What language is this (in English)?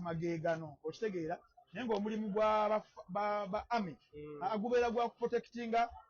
Ganda